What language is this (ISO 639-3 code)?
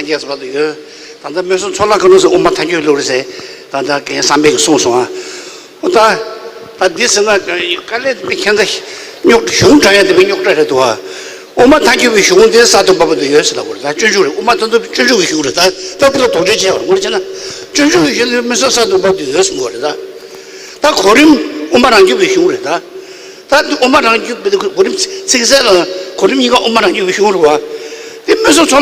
bod